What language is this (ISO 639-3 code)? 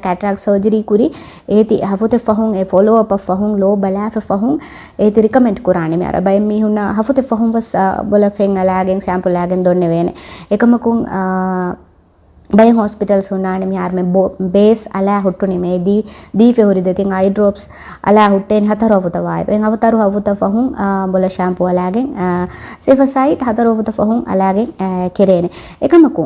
div